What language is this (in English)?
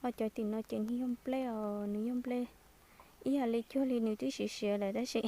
Hmong